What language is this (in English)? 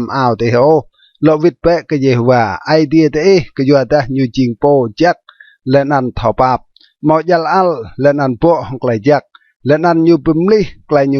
Rade